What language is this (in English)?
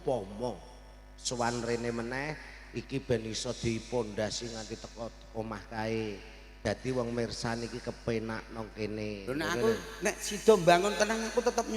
Javanese